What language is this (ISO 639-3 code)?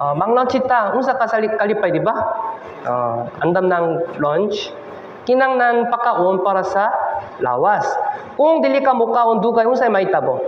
ceb